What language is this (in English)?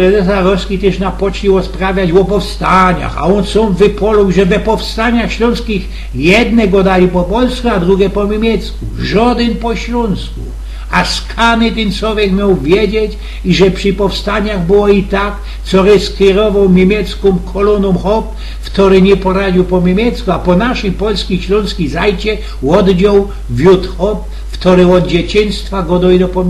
Silesian